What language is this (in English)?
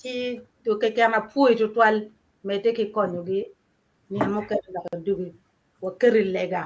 Acoli